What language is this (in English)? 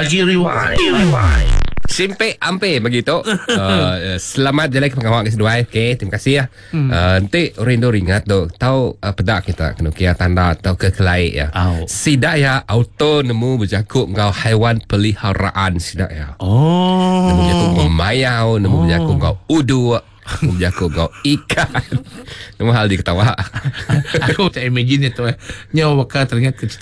Iban